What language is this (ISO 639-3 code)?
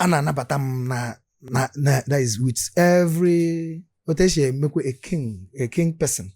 ibo